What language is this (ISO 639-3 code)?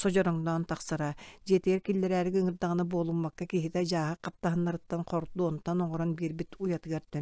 sah